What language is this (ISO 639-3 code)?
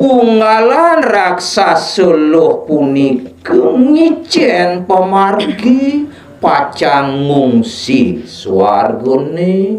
ban